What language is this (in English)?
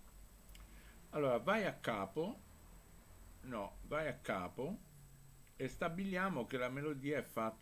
Italian